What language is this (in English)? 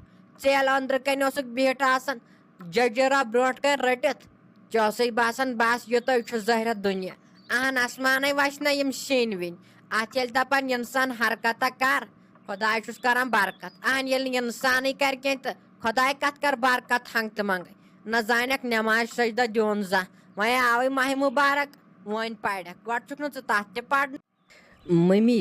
Kashmiri